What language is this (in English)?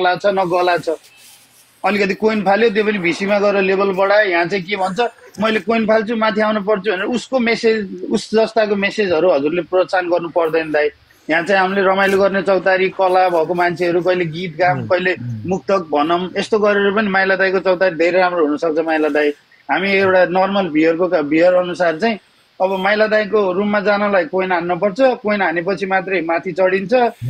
Nepali